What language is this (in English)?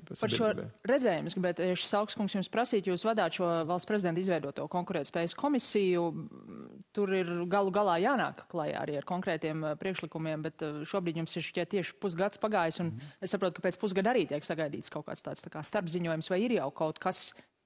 Latvian